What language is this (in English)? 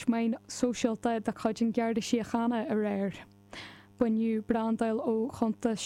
Irish